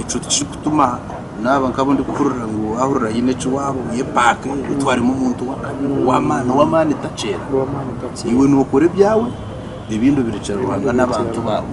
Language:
Nyankole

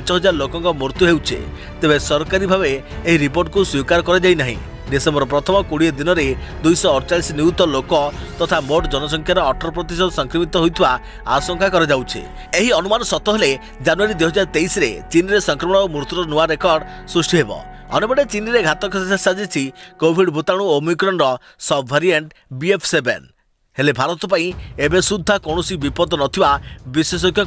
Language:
Odia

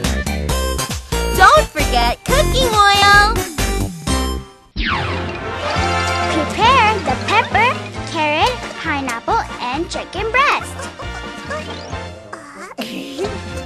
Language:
English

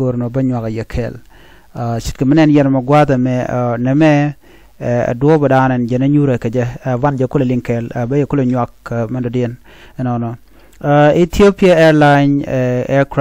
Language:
Nuer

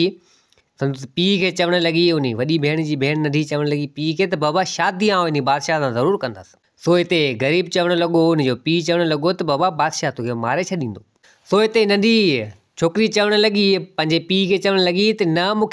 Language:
Sindhi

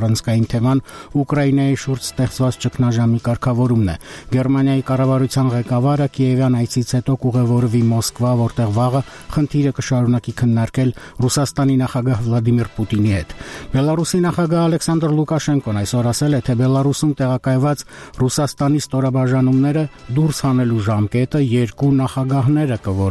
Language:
Armenian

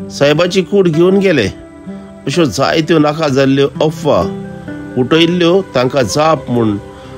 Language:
Konkani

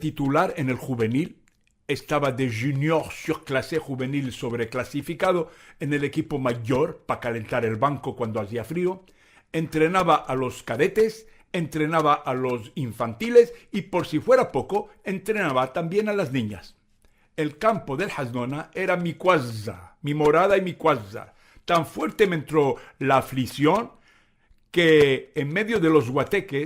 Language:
Ladino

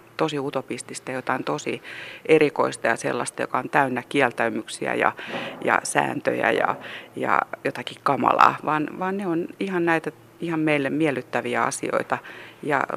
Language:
Finnish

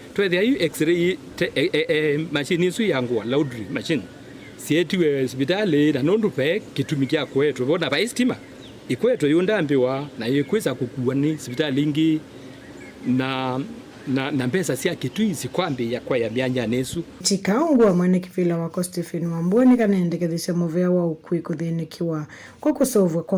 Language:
Kamba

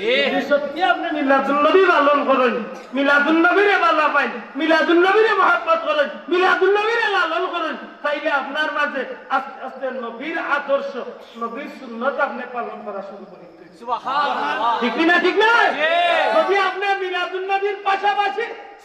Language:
Sylheti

